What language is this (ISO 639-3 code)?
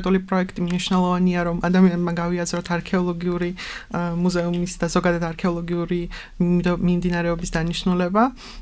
kat